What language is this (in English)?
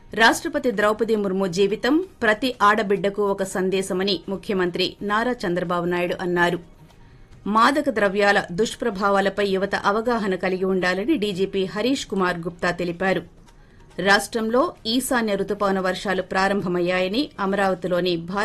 Telugu